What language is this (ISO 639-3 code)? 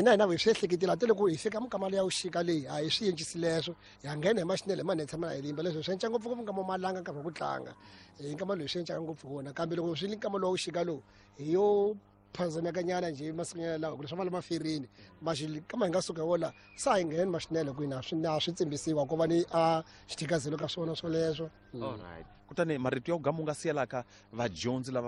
tso